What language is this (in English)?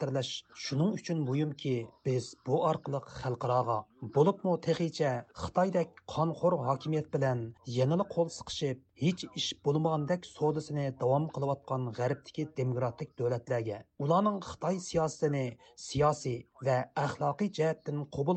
Uyghur